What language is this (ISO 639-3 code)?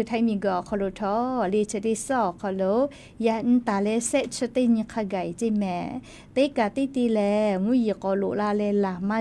lhu